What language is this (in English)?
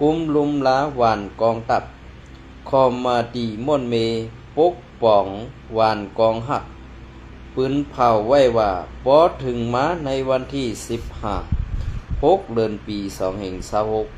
Shan